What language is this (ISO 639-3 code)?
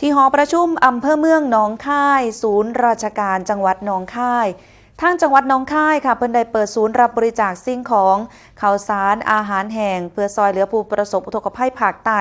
tts